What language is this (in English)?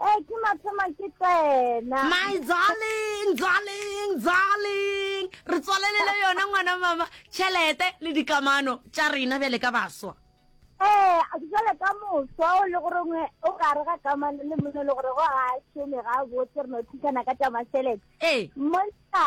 Northern Sotho